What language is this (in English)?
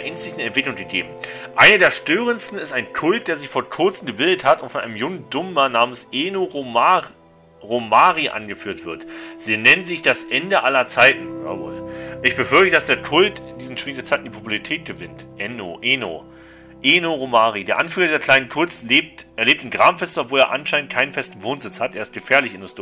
German